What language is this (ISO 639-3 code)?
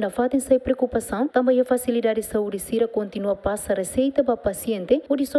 tet